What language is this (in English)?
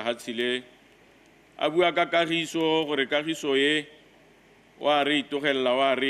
Tswana